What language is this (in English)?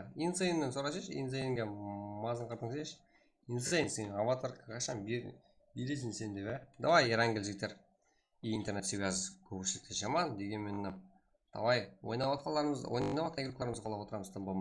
Kara-Kalpak